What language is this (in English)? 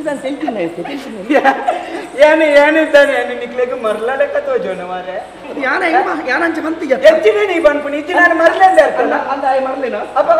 Tulu